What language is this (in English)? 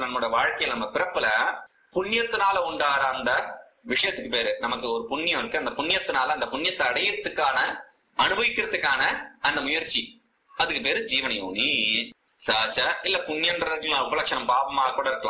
Tamil